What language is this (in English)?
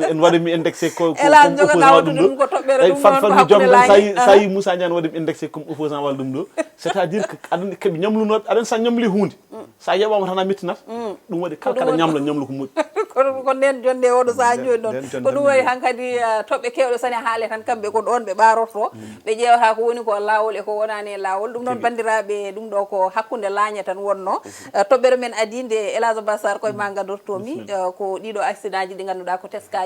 Fula